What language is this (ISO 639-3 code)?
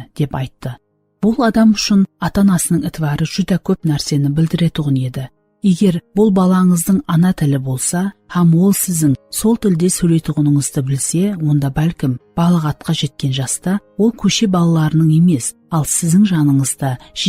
kaa